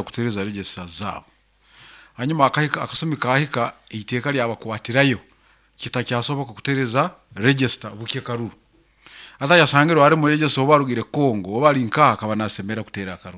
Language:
Nyankole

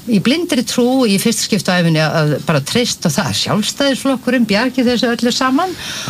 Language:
Icelandic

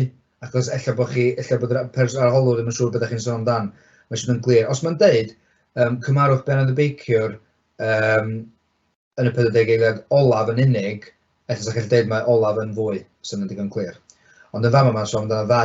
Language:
Welsh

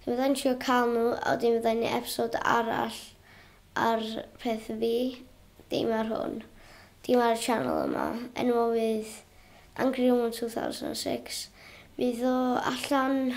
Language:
Welsh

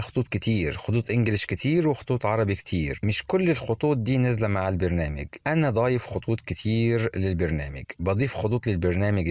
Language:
Egyptian Arabic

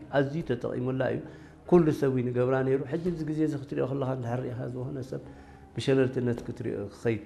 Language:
Tigrinya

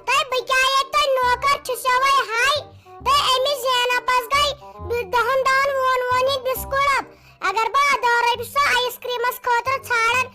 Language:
Kashmiri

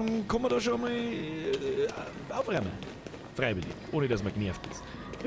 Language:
Bavarian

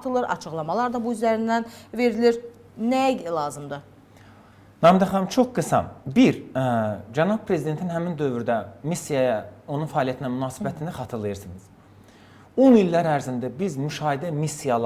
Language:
Azerbaijani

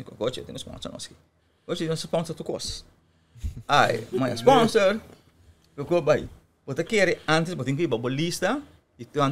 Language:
Papiamento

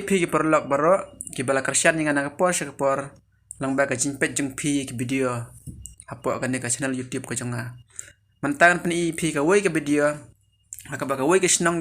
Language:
Khasi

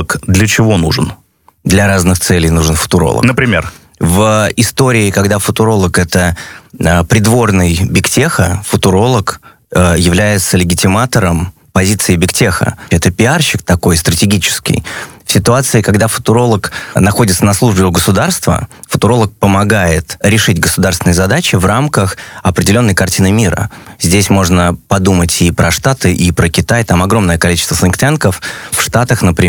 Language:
Russian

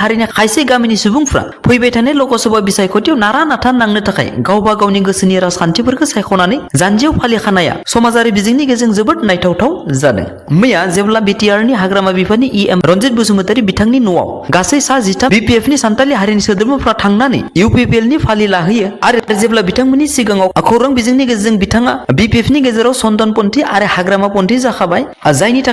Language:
Bodo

